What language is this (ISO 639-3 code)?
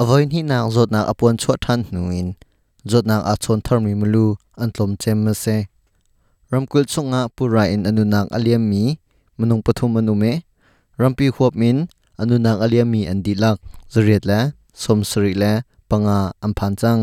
cnh